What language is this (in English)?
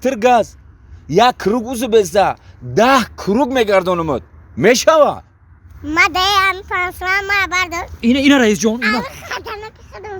Tajik